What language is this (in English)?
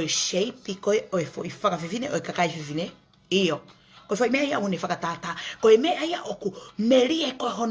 Tongan